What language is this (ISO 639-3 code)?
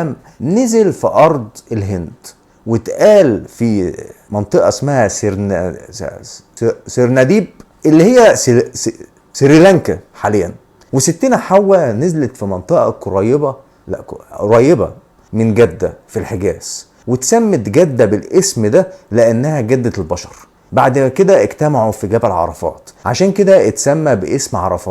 arz